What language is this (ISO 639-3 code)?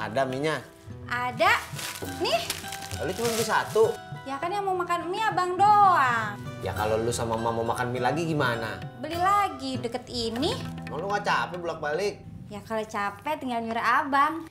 bew